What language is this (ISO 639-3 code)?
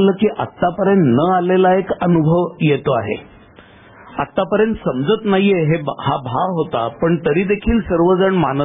mar